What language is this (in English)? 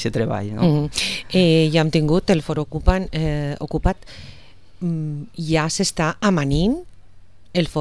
Catalan